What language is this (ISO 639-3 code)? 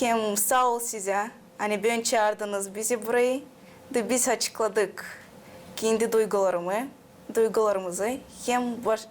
gag